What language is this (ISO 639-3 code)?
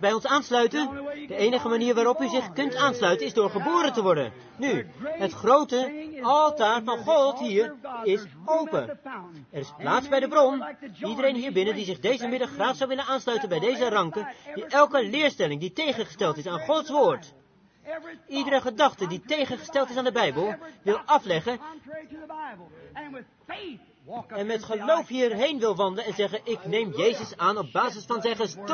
nld